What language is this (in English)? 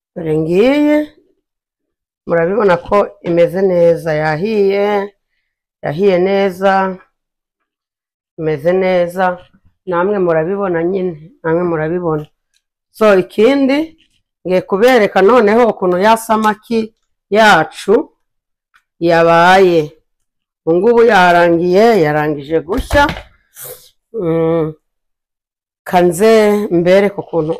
Kinyarwanda